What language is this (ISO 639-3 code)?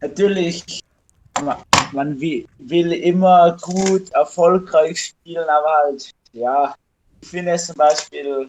gsw